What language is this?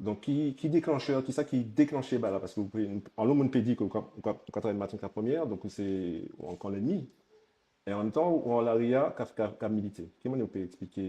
Guadeloupean Creole French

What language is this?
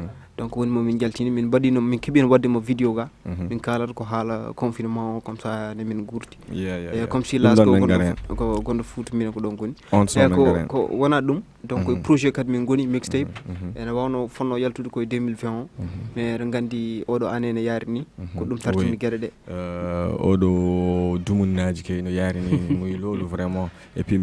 Fula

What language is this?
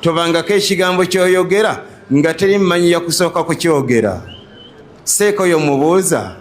Ganda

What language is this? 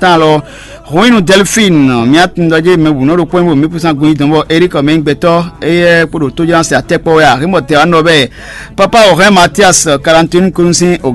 Fon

